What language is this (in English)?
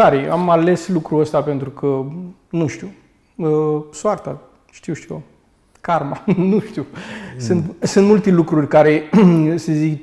Romanian